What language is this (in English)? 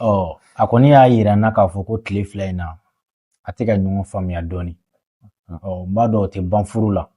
Bambara